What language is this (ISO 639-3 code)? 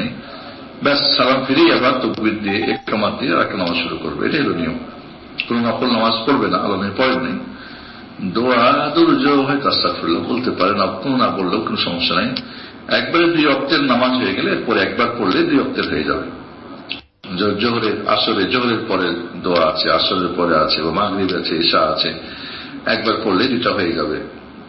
ben